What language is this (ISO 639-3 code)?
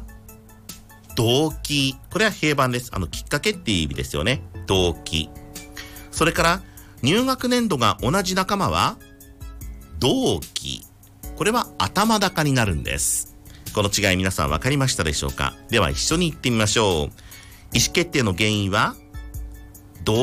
jpn